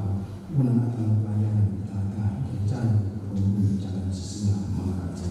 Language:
Batak Karo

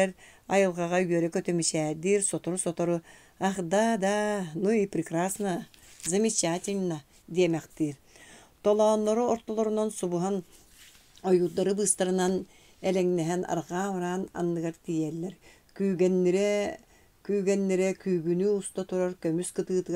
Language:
Yakut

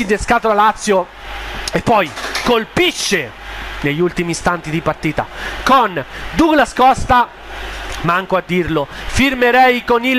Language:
Italian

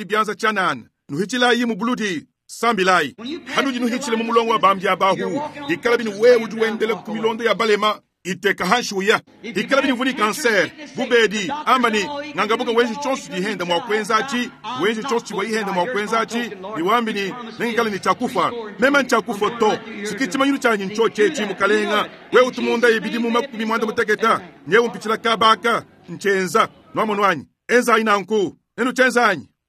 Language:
Luba-Lulua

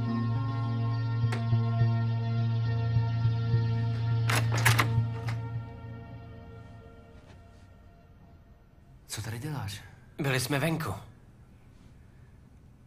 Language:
Czech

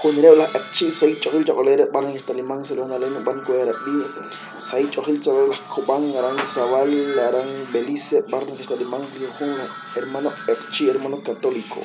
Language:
Kekchí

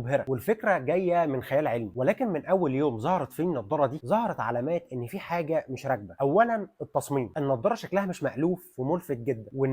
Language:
Egyptian Arabic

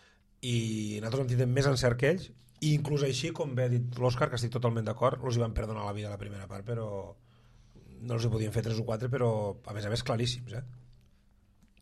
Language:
Catalan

